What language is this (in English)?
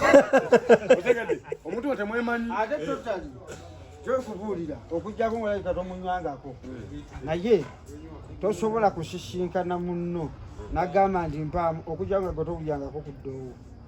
Ganda